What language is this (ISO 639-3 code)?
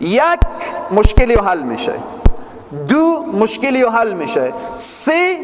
fas